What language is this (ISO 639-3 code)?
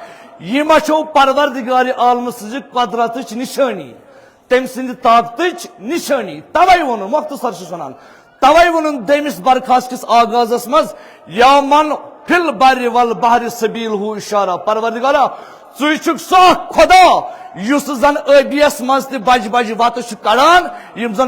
kas